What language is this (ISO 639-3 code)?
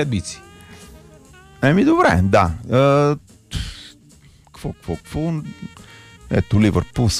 bul